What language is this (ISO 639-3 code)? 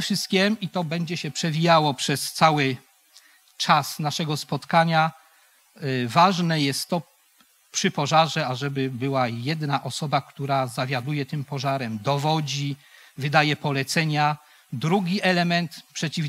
pol